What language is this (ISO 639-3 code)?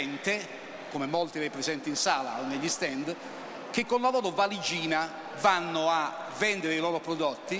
ita